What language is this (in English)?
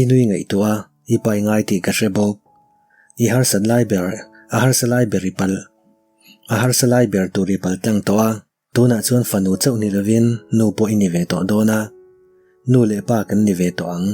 Mizo